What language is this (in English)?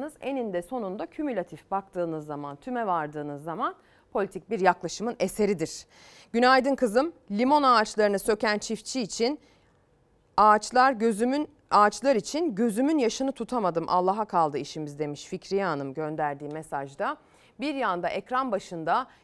Turkish